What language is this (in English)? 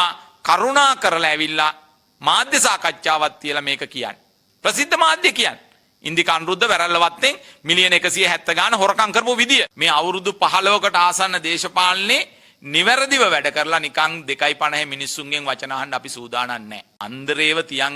Sinhala